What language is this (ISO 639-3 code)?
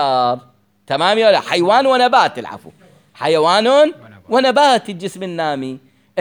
acm